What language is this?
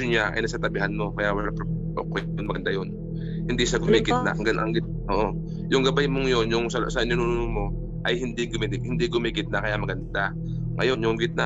Filipino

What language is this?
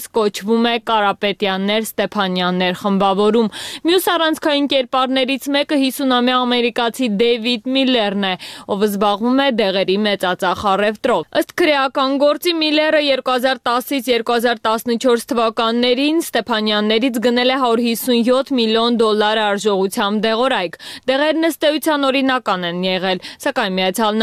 Armenian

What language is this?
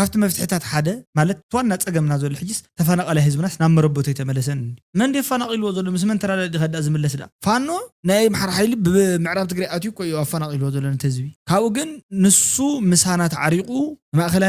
Tigrinya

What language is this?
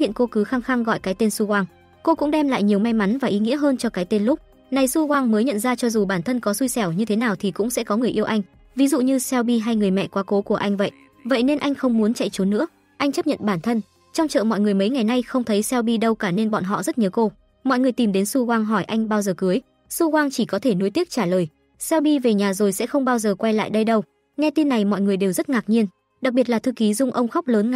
Vietnamese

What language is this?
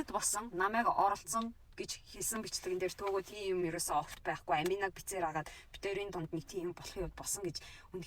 Mongolian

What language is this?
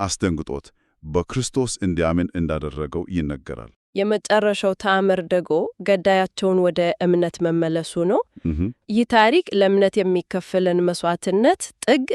Amharic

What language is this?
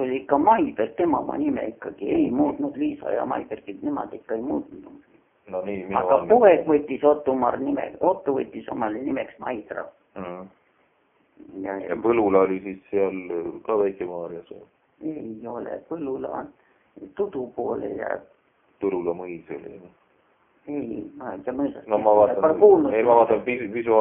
Estonian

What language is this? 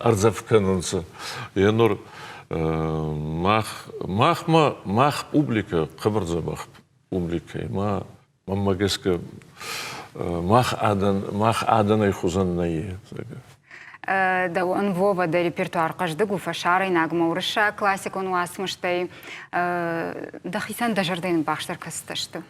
Ossetic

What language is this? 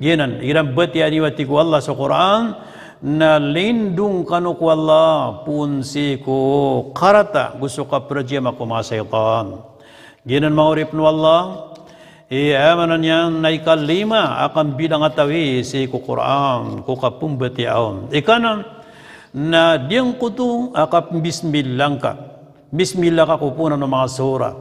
Maranao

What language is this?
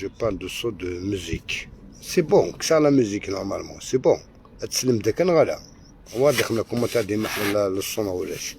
Algerian Arabic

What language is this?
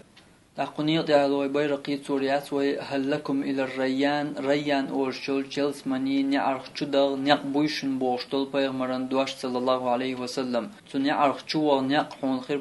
Chechen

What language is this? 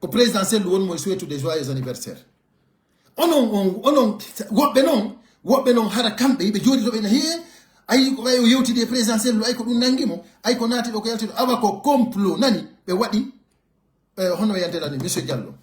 Pular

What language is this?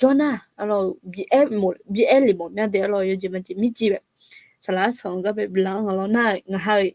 Akha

